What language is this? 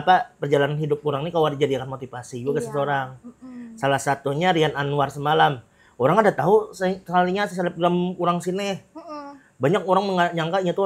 Banjar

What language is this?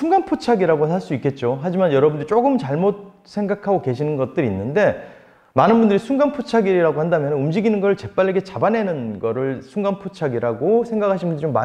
Korean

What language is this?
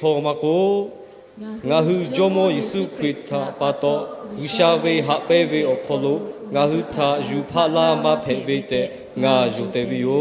Lahu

